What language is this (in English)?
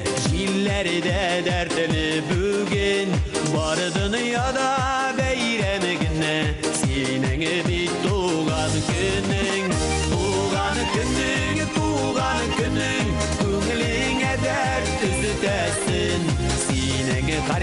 Bashkir